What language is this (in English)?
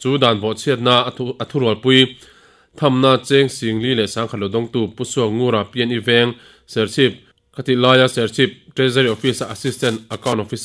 Mizo